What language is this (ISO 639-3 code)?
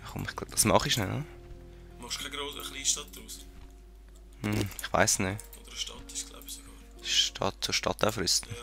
gsw